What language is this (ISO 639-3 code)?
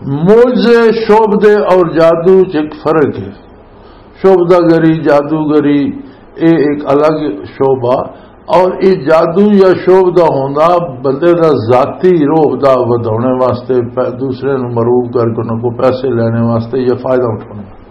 lah